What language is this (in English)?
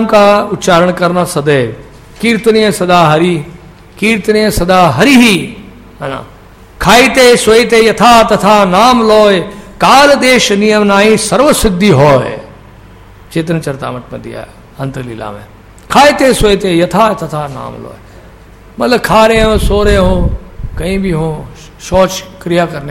Hindi